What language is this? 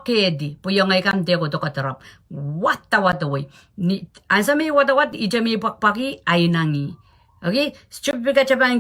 Pohnpeian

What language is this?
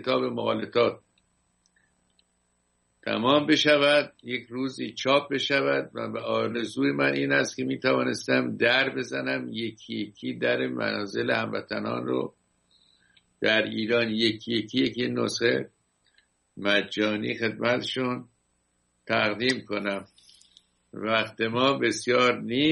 Persian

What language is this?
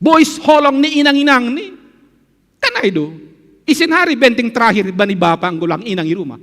Batak Simalungun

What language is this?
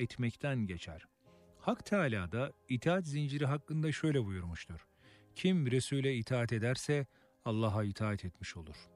Turkish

